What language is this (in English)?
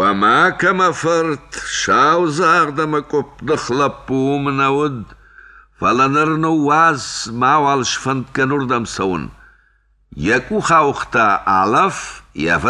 Ossetic